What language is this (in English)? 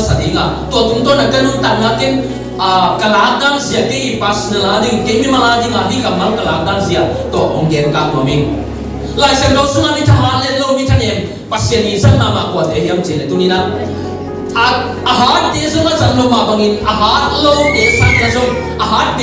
Tedim Chin